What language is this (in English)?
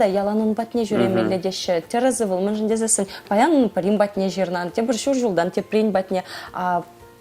Chuvash